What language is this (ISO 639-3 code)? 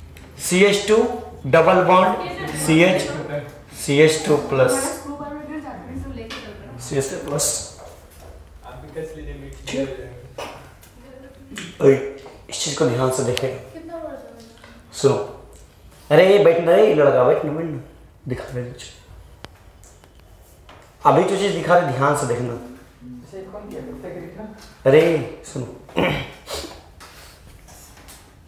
hin